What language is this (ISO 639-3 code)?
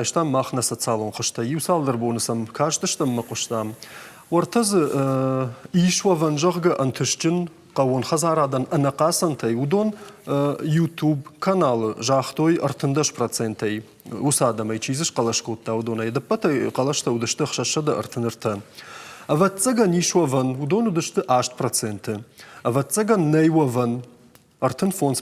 oss